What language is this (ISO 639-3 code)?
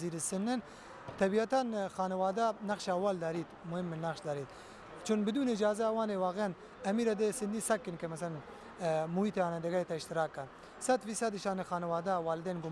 bal